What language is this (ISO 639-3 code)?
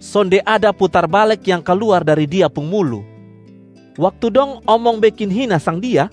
mkn